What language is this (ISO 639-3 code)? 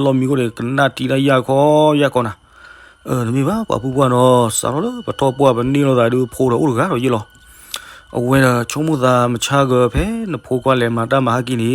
ksw